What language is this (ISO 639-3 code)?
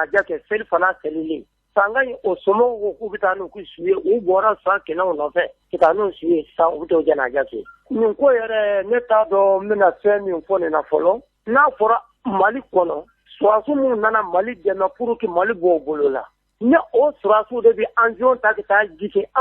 bam